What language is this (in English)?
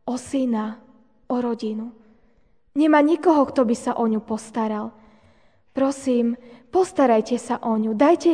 Slovak